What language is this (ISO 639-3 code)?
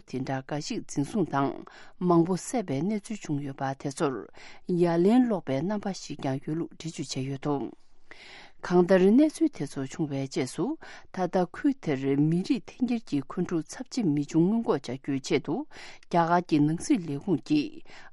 bod